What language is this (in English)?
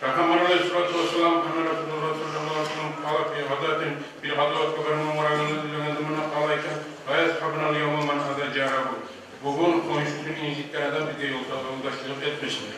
Kumyk